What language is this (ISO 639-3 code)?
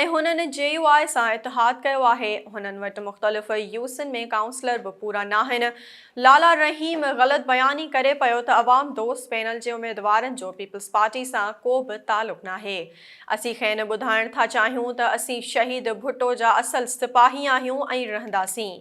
snd